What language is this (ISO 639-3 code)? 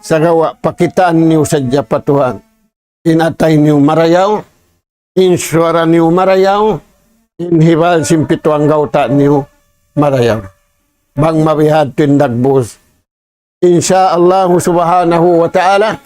tsg